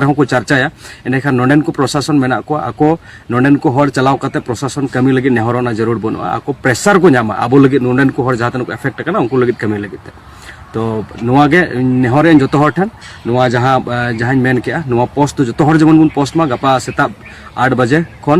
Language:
Santali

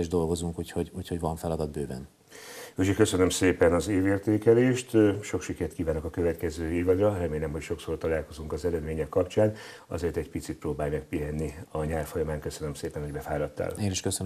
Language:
Hungarian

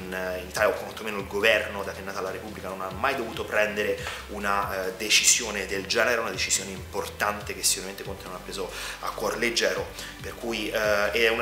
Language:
Italian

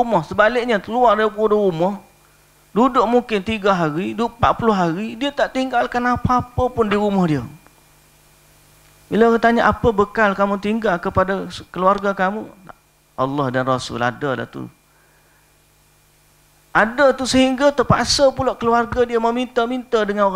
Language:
Malay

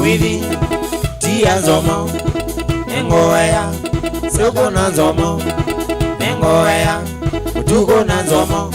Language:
Kamba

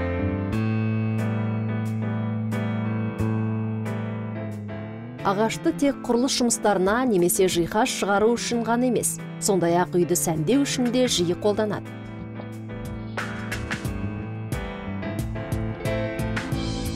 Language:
Kazakh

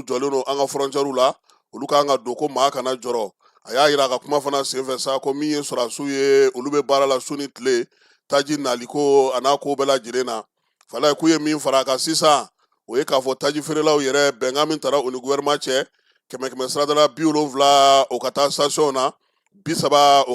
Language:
Bambara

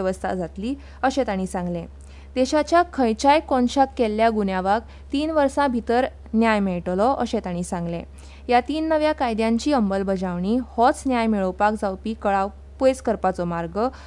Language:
Konkani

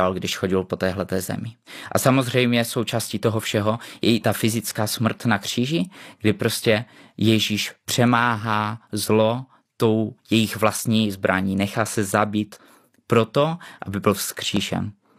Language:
Czech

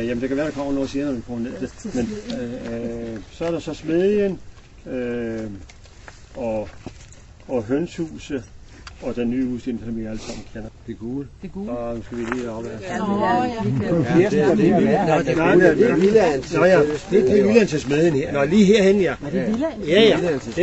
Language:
Danish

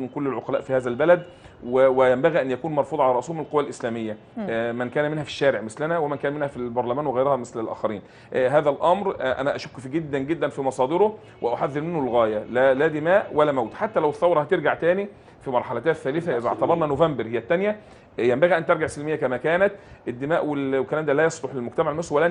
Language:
Egyptian Arabic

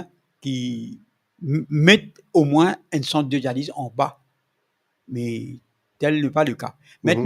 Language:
Morisyen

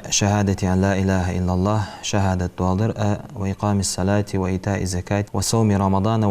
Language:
Ingush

